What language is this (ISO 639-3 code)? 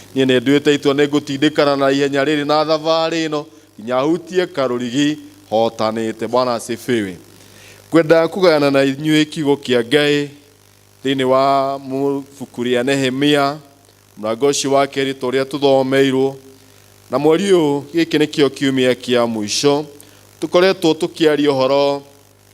kik